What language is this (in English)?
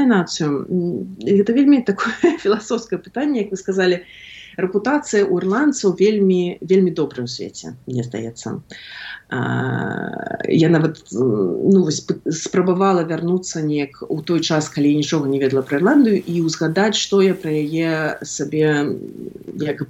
Belarusian